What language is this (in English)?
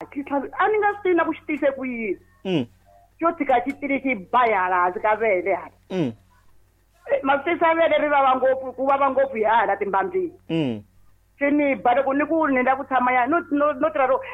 Tsonga